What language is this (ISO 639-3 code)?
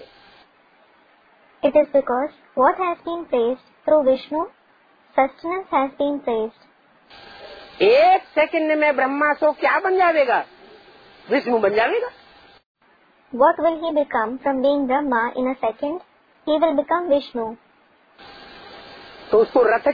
hin